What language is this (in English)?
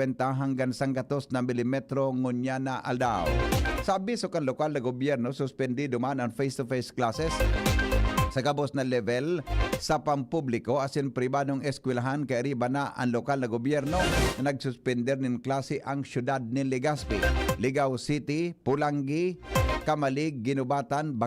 Bikol